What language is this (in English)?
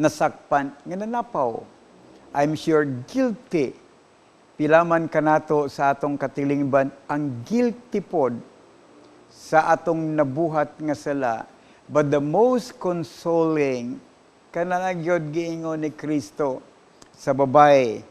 Cebuano